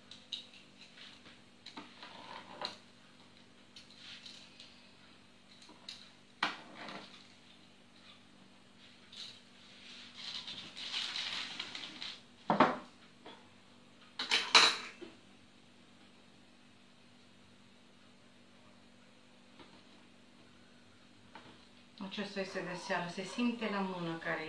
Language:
Romanian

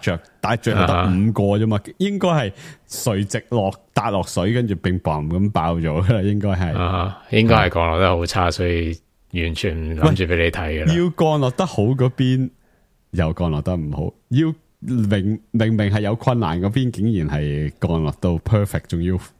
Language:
Cantonese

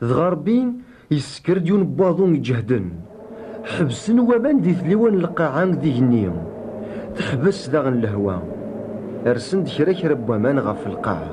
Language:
Kabyle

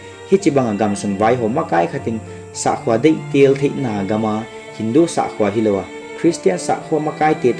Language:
Paite Chin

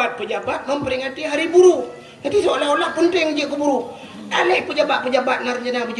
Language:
Achinese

